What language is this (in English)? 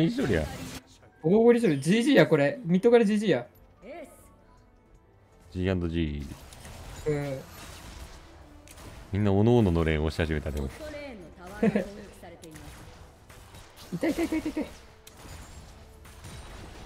Japanese